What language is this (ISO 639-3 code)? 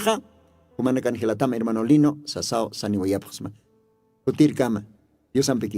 aym